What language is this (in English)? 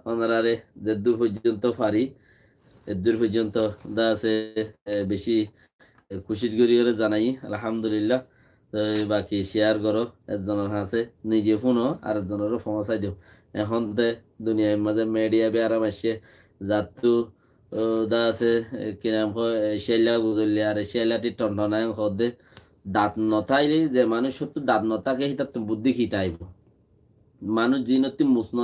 Rohingya